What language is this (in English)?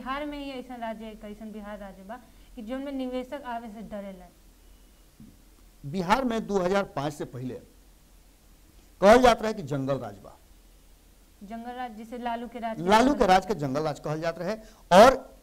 Bhojpuri